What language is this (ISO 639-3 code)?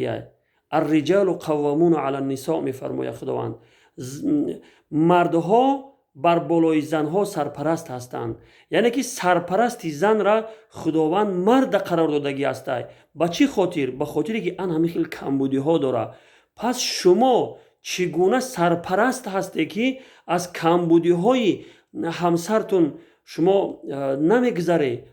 tgk